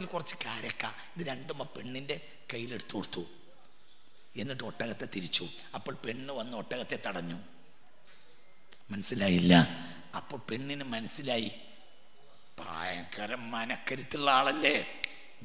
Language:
Malayalam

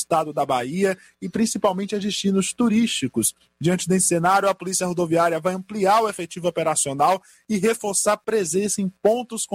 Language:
Portuguese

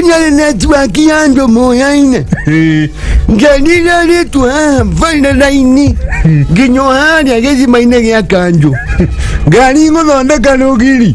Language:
Kikuyu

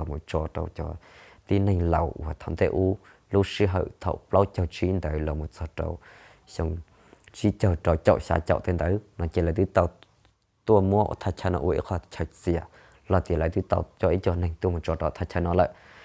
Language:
Hmong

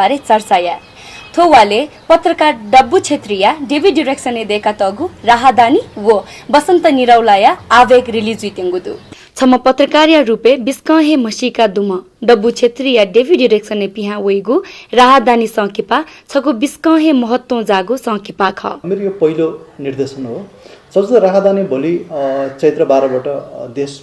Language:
Newari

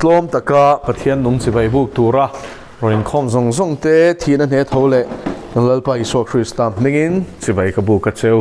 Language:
Mizo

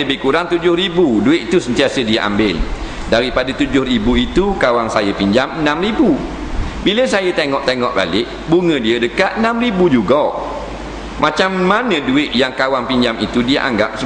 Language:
Malay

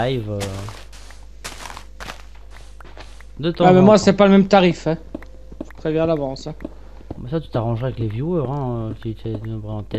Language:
French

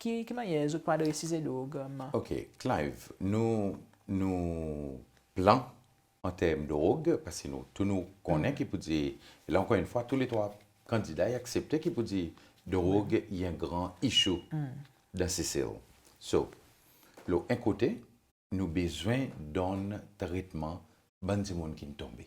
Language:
Seselwa Creole French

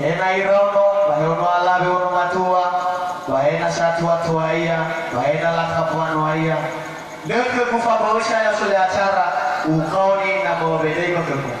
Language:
Nias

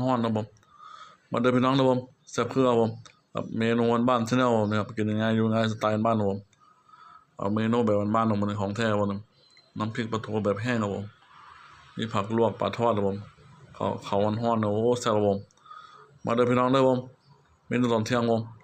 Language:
Northeastern Thai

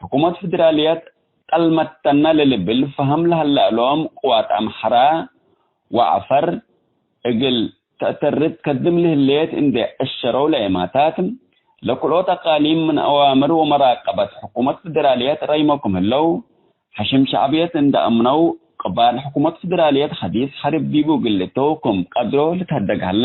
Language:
Tigre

